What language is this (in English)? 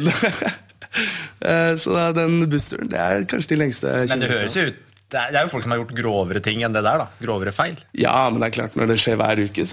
Norwegian